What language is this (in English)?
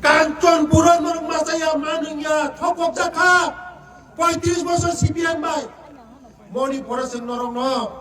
Kok Borok